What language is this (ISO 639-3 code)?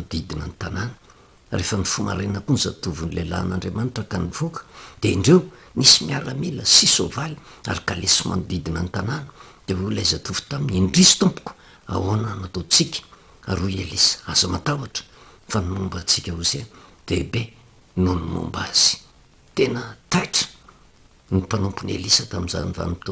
mlg